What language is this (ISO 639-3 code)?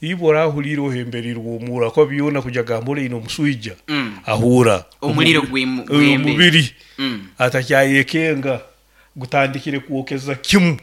nyo